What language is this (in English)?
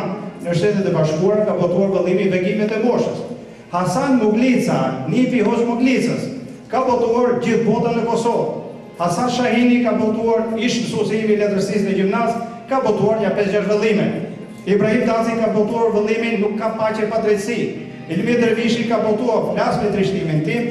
Albanian